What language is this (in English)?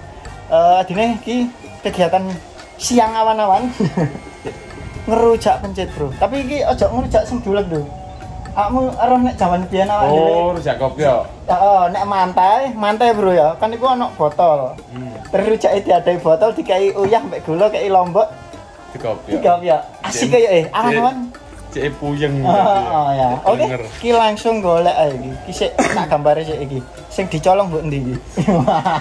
Javanese